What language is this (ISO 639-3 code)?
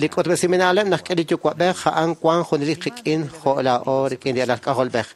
kek